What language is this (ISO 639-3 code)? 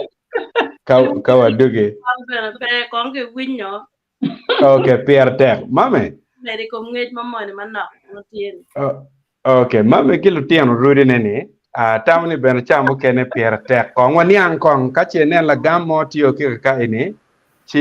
ach